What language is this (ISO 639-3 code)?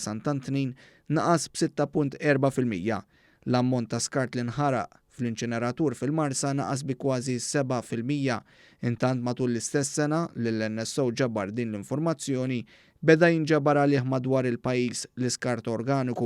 mlt